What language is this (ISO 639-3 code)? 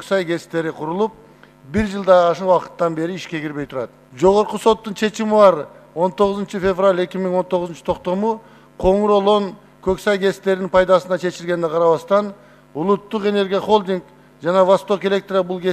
kir